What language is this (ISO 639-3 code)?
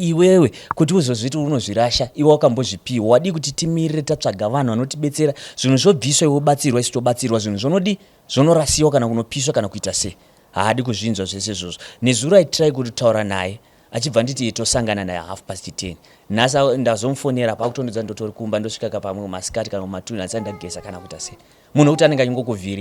sna